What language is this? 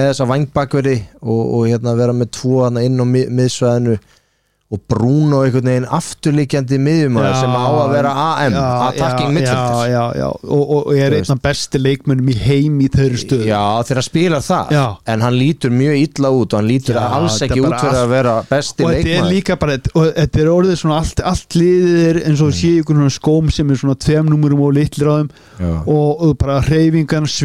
Icelandic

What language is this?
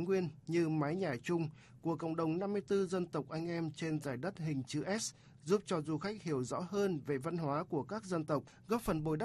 Vietnamese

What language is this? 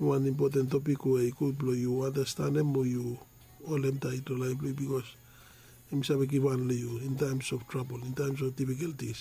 Bislama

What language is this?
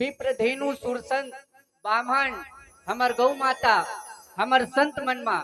Chhattisgarhi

